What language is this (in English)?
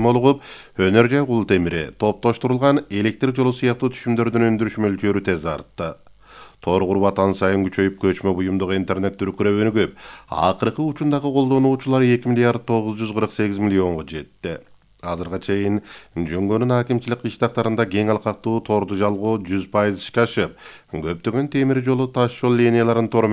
Kyrgyz